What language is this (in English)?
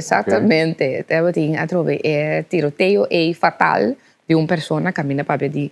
Papiamento